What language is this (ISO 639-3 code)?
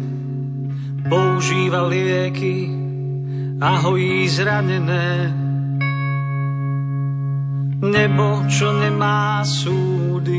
slk